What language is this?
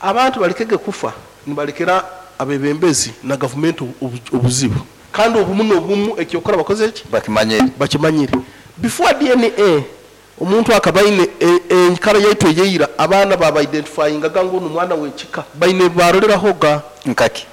Nyankole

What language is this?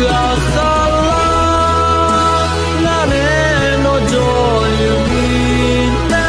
Akha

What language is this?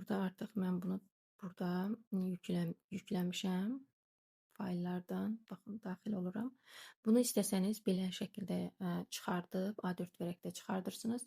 Azerbaijani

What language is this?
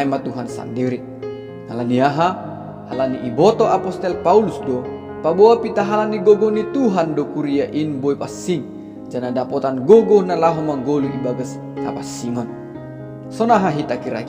Batak Simalungun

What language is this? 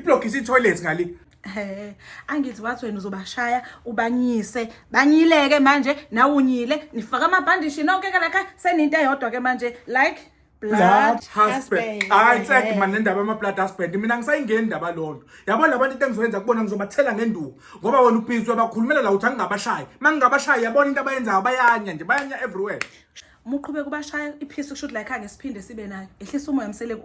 Zulu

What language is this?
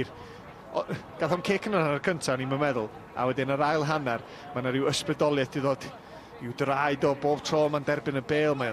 Welsh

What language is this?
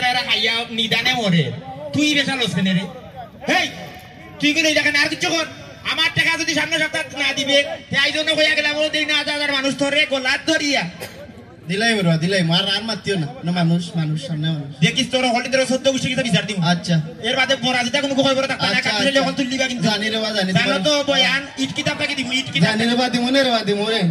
Sylheti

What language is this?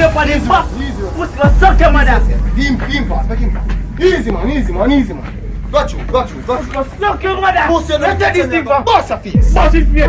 Jamaican Creole English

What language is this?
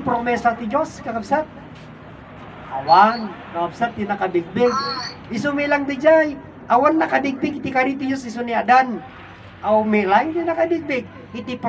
Iloko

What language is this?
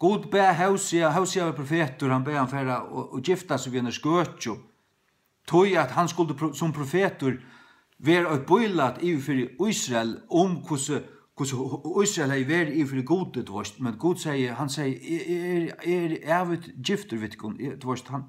Faroese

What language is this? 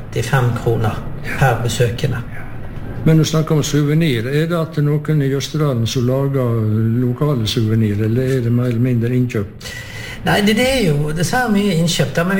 Norwegian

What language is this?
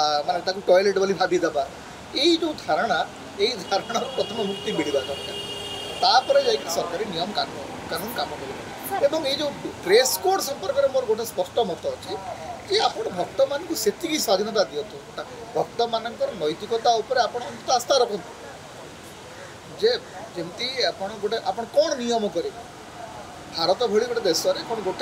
Odia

